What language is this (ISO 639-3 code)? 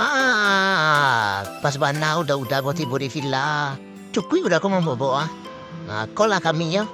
min